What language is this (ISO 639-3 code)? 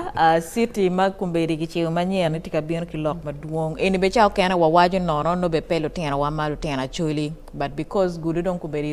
ach